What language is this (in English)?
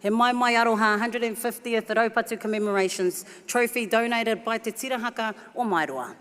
Māori